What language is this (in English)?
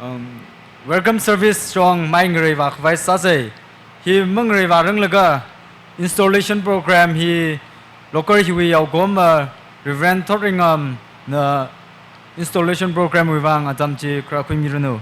Tangkhul Naga (India)